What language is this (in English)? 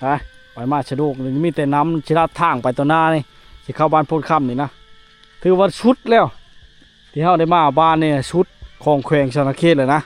Lao